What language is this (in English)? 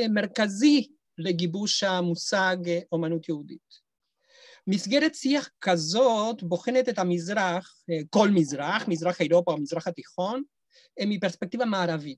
Hebrew